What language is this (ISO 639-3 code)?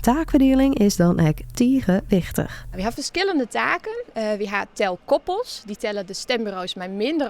fry